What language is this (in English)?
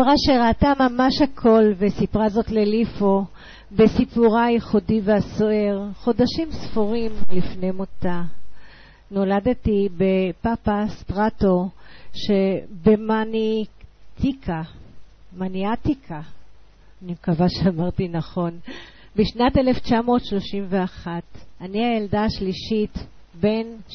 Hebrew